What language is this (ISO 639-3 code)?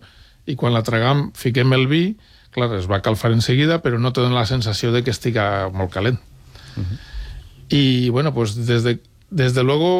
cat